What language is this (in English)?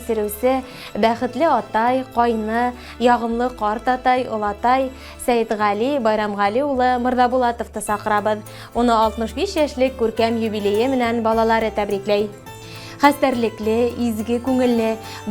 Bashkir